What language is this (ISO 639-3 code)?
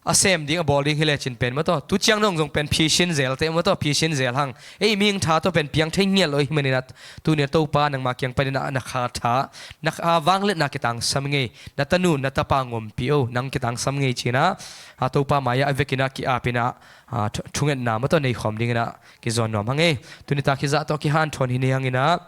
ctd